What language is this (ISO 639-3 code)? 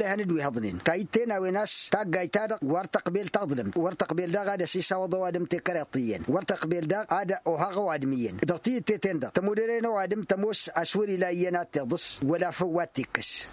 taq